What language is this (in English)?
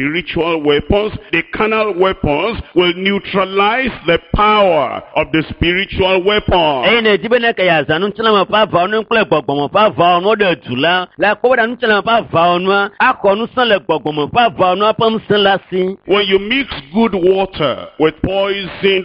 Ewe